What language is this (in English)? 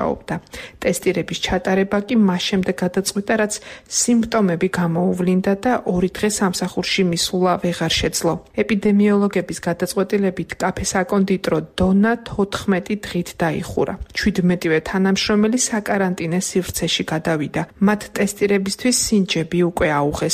Georgian